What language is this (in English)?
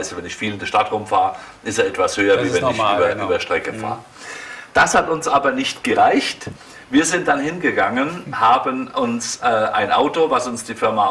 German